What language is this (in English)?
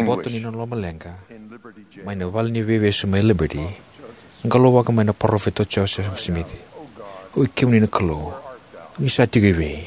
Fijian